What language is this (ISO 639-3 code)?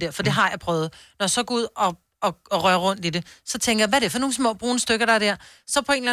dan